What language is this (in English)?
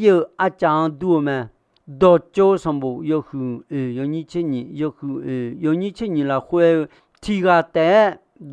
Akha